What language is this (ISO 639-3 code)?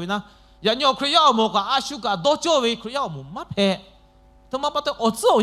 lhu